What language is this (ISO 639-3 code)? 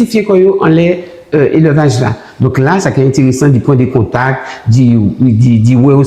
gcf